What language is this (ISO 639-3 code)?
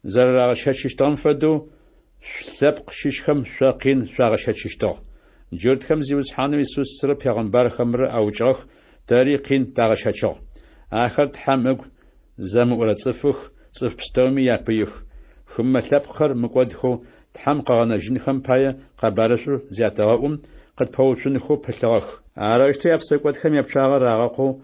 ady